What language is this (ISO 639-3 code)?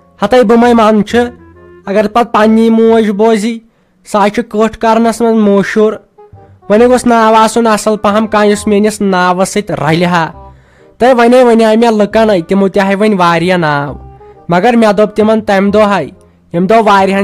kas